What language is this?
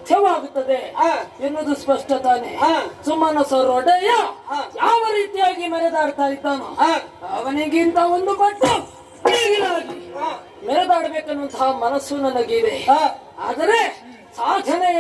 Kannada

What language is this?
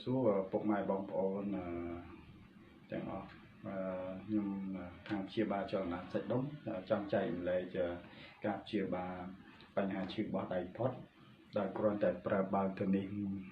Khmer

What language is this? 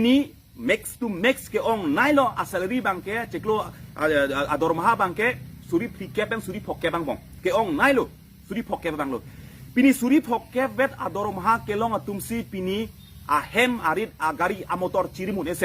Karbi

